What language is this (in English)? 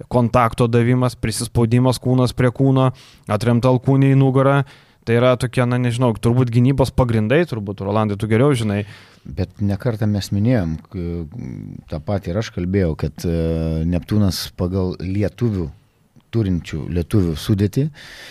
Lithuanian